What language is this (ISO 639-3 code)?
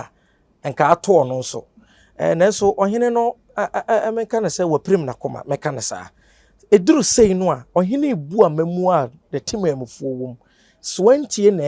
aka